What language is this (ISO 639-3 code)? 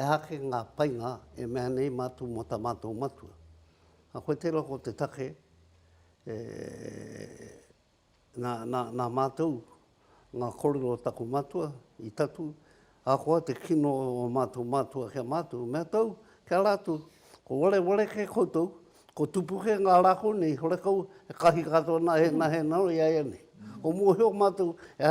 mri